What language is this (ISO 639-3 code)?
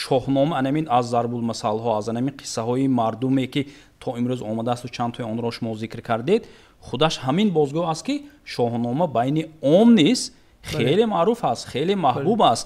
tgk